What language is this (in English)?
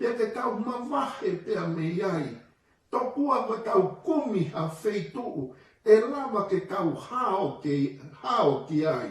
Tongan